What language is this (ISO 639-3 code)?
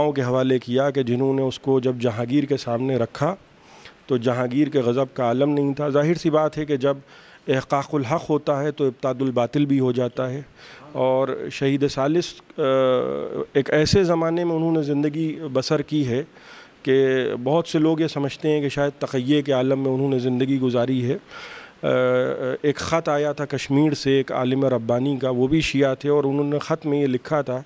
urd